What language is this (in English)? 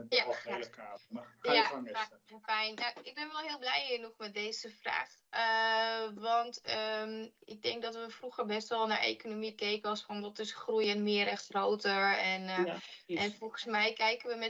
Dutch